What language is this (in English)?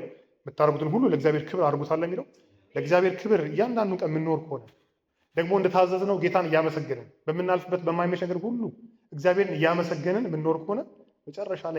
Amharic